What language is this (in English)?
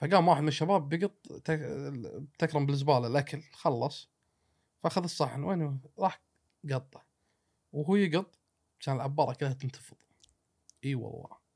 Gulf Arabic